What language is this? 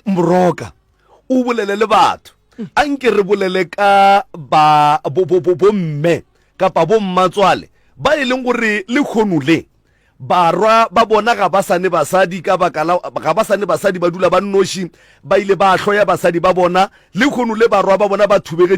Northern Sotho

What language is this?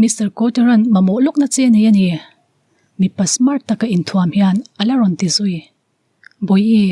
Mizo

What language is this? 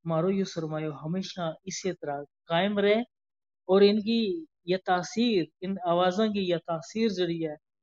Gujari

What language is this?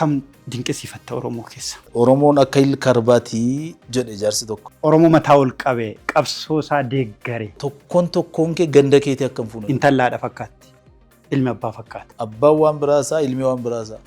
Oromo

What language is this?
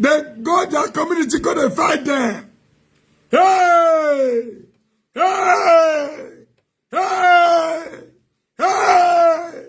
Nigerian Pidgin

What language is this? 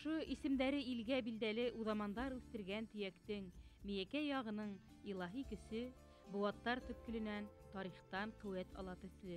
Bashkir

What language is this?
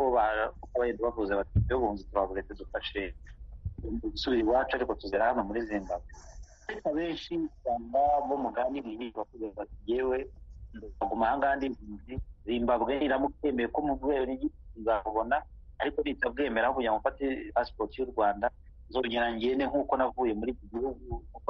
Kinyarwanda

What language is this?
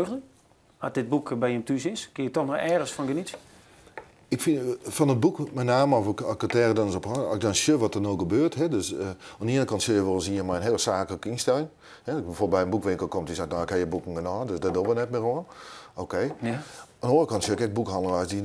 Western Frisian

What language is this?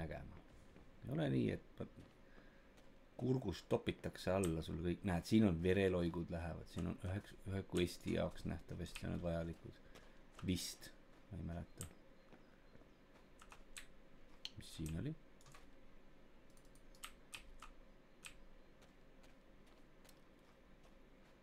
Estonian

